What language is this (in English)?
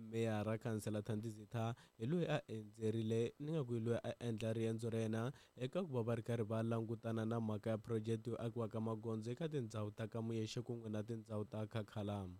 Tsonga